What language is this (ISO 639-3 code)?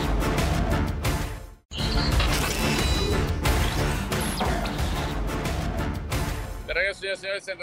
spa